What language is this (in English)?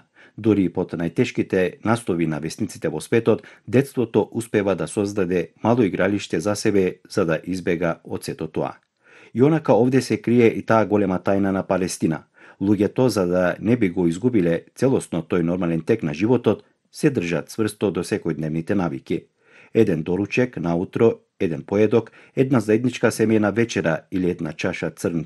Macedonian